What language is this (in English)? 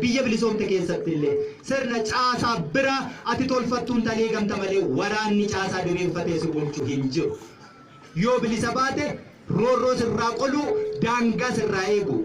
Oromo